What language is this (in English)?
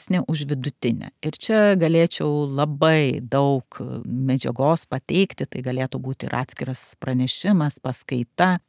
Lithuanian